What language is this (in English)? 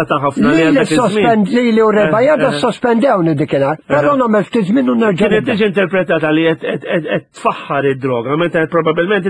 Maltese